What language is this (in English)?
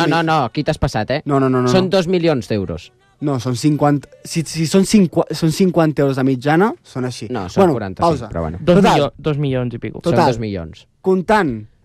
Catalan